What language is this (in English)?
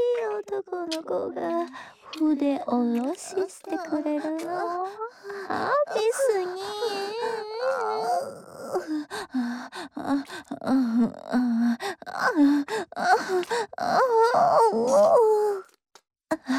Japanese